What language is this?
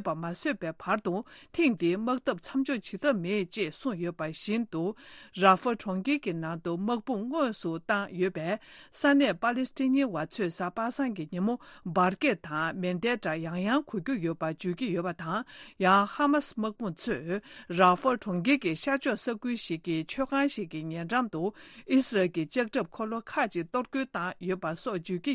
Tibetan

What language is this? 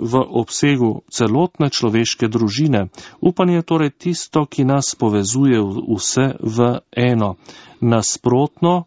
Slovenian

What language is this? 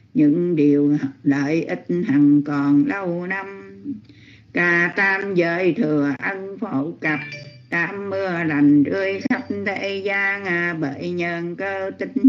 Vietnamese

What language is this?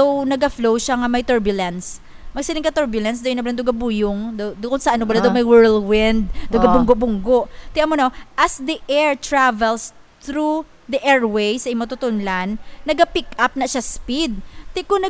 Hiligaynon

